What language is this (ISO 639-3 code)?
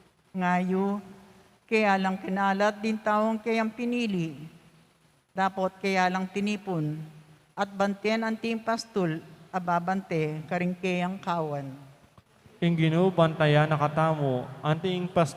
pam